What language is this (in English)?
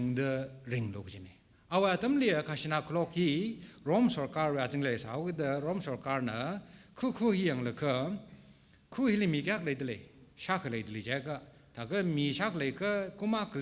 Tangkhul Naga (India)